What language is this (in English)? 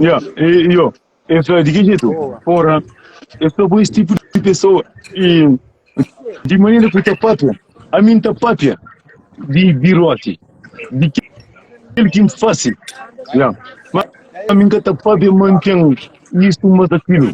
Kabuverdianu